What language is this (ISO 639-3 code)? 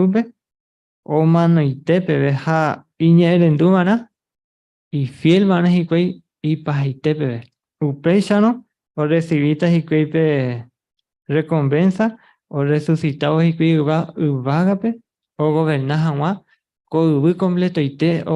grn